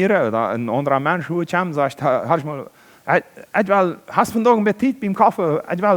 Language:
Plautdietsch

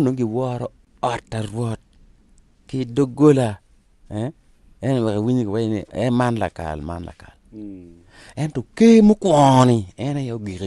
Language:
Acoli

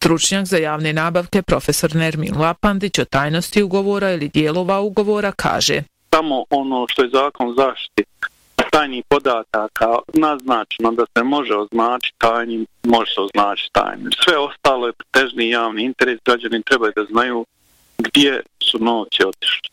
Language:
Bosnian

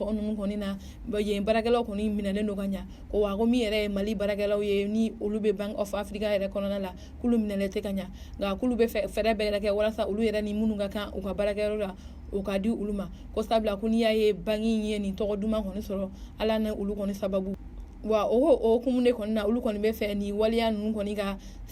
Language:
Bambara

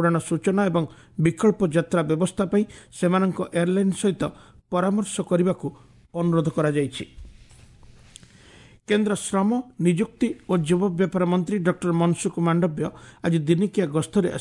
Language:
Odia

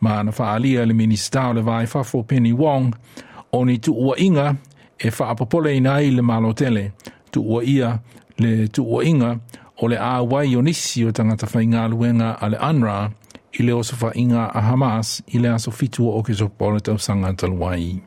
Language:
Samoan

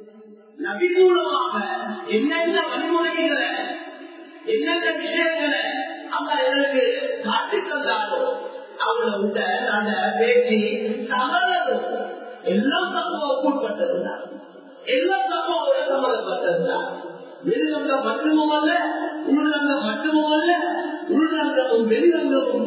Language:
Tamil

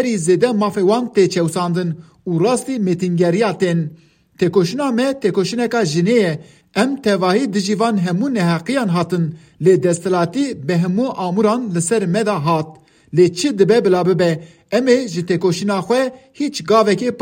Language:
Kurdish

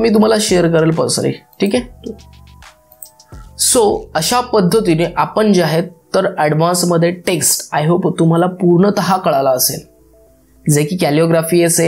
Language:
Marathi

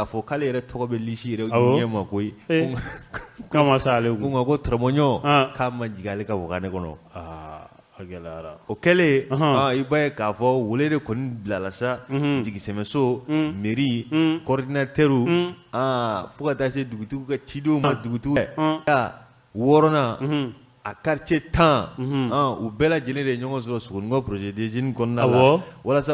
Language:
Bambara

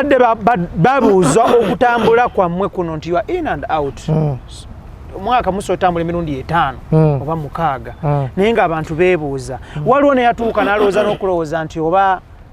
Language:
Ganda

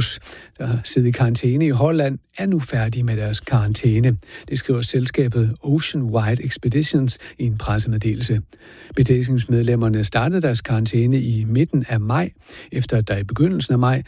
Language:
Danish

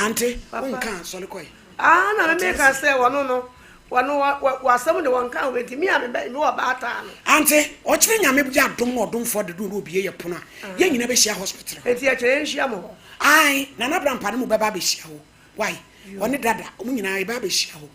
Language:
Akan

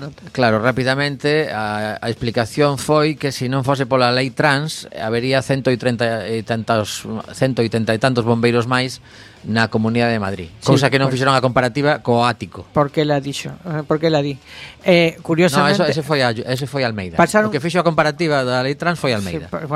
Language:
Galician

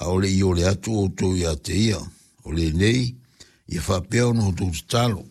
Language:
Samoan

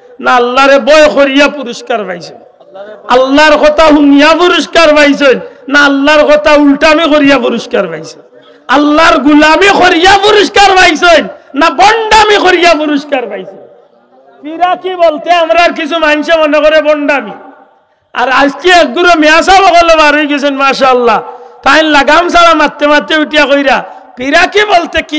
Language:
Sylheti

